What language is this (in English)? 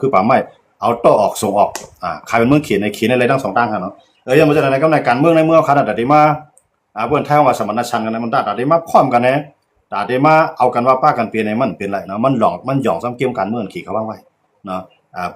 Shan